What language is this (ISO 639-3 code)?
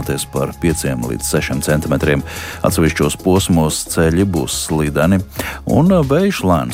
lav